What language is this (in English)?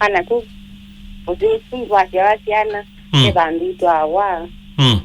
Kamba